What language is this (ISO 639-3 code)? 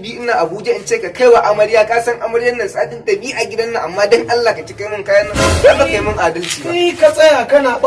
hau